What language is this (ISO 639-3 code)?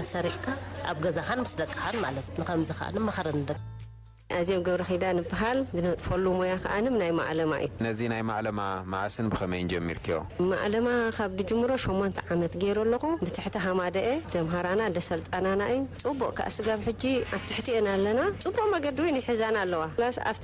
tir